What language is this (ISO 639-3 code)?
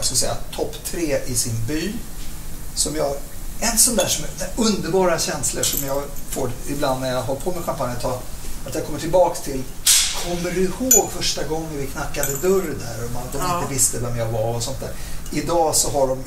swe